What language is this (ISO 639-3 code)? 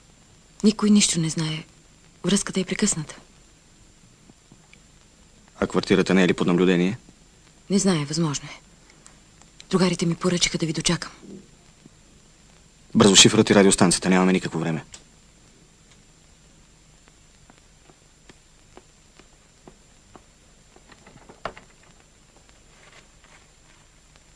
bul